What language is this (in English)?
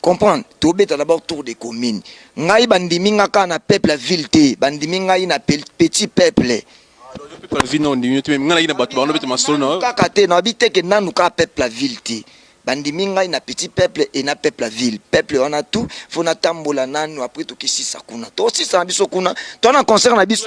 Lingala